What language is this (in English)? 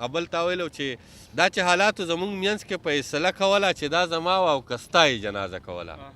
Pashto